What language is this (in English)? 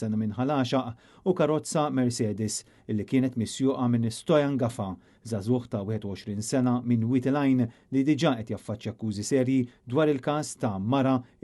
Maltese